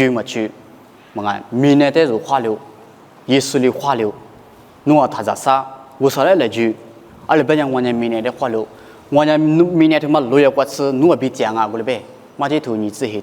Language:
Lisu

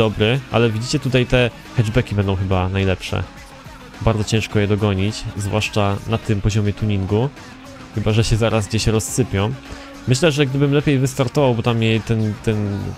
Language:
Polish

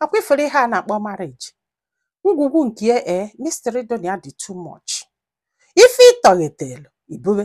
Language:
Igbo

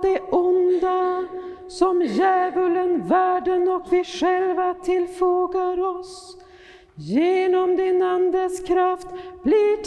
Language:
Swedish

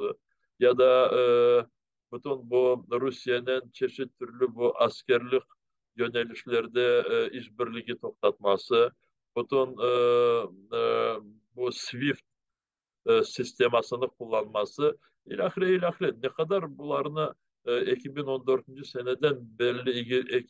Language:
Crimean Tatar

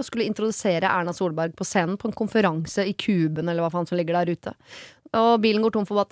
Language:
Norwegian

